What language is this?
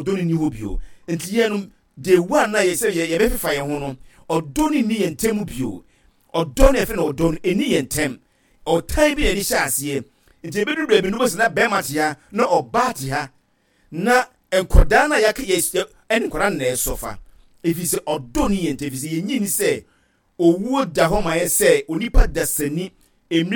Akan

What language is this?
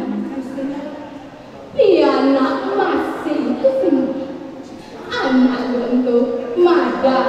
Balinese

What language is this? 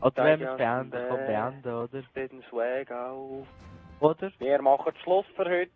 Swiss German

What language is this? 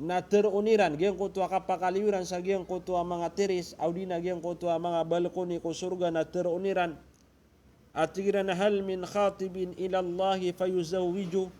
Maranao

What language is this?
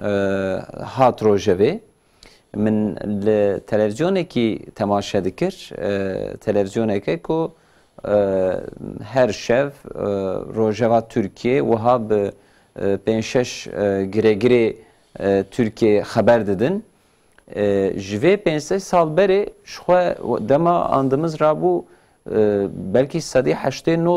Kurdish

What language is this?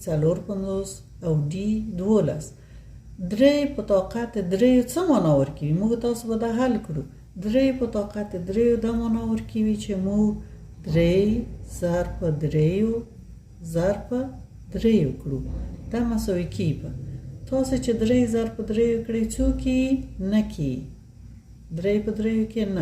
Pashto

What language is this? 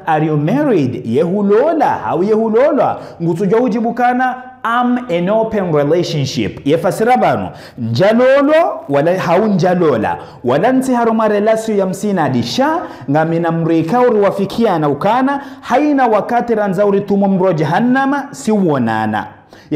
Ngazidja Comorian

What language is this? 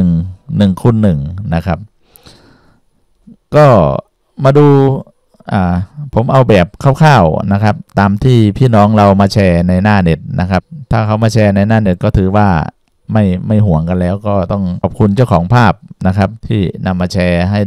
Thai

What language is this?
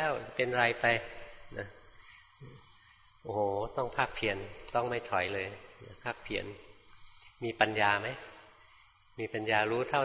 Thai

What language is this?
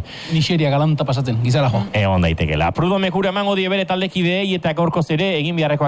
Basque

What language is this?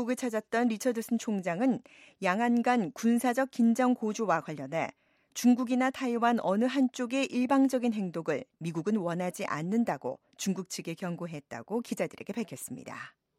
Korean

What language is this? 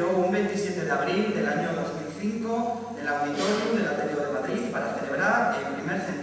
Asturian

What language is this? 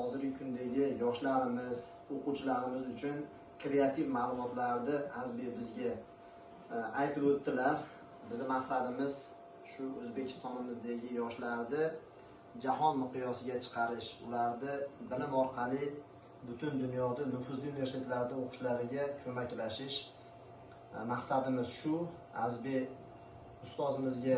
Uzbek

